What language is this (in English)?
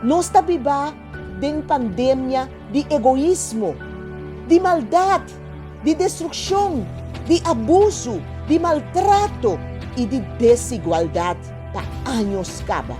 Papiamento